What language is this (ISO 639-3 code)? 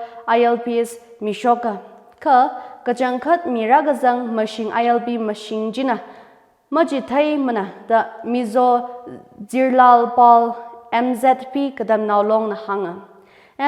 nmf